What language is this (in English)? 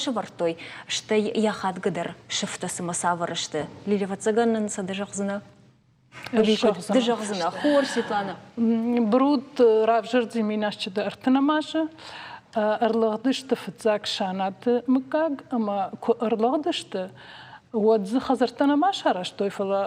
Ossetic